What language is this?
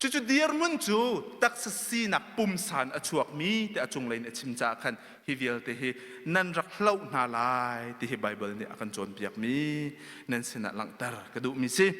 Hakha Chin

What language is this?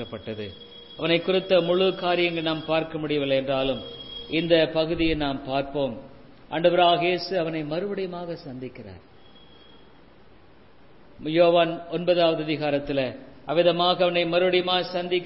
Tamil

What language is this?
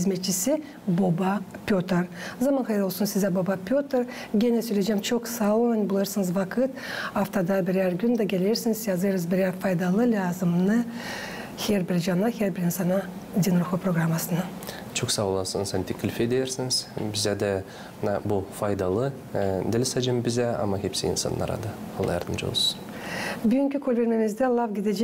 Gagauz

